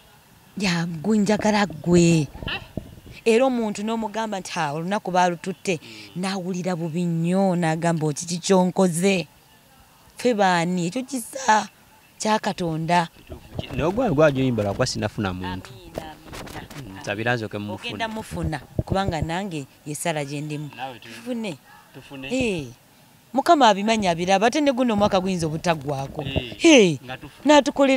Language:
Ganda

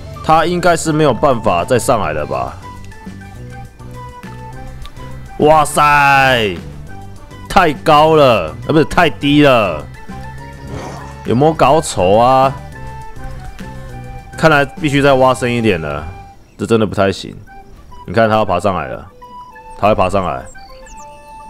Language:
Chinese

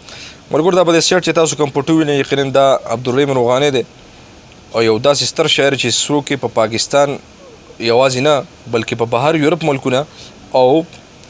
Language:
Pashto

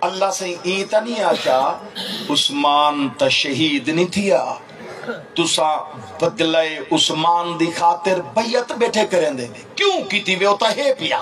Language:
Saraiki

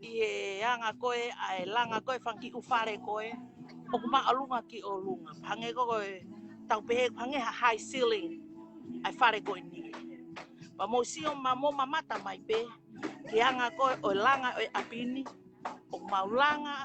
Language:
Tongan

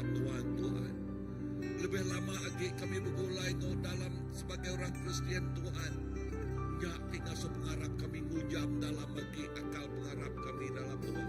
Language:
Iban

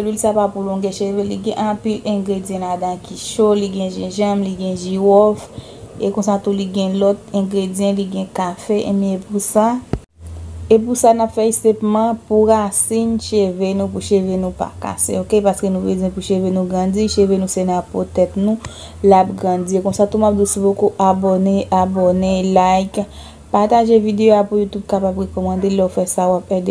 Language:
Haitian Creole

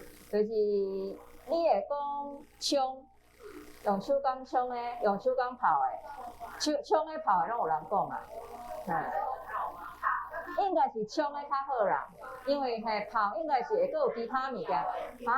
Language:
Min Nan Chinese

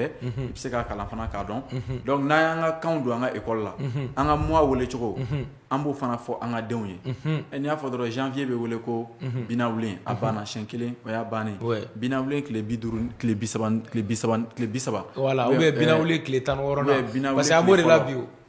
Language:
Bambara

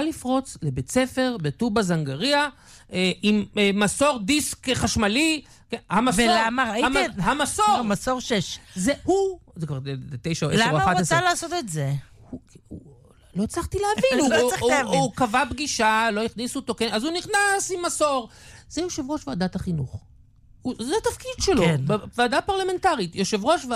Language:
Hebrew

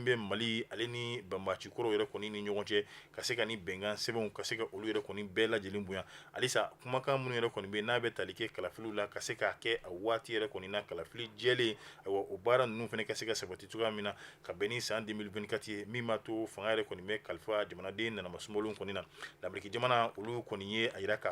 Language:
Bambara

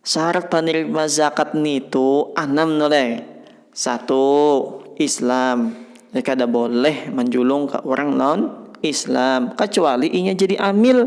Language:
Banjar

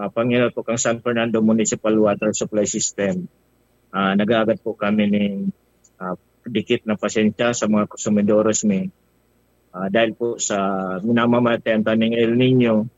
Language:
Bikol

